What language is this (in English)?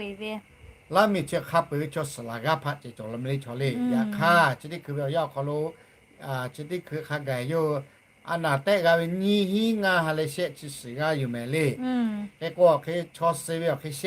Lahu